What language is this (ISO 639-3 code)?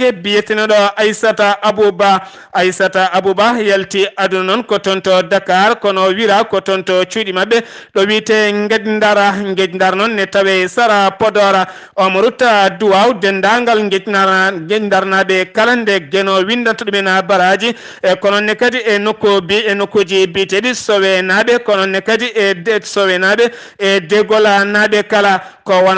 ful